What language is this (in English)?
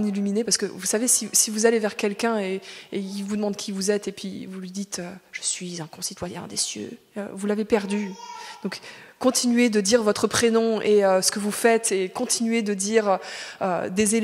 French